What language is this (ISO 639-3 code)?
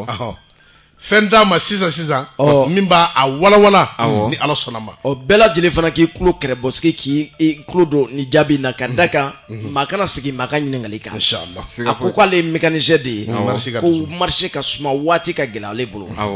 bam